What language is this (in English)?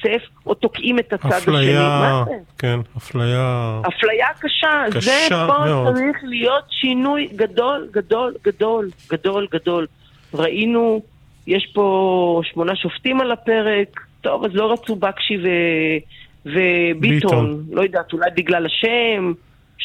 Hebrew